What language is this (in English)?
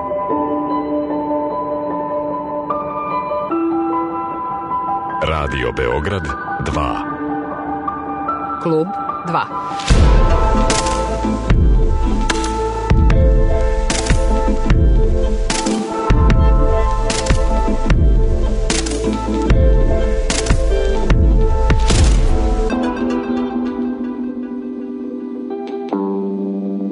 Serbian